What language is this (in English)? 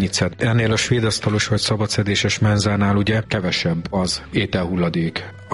Hungarian